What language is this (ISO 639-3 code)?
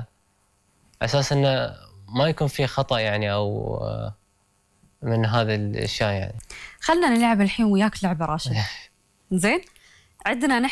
afb